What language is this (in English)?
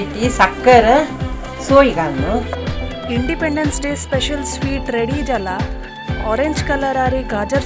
Konkani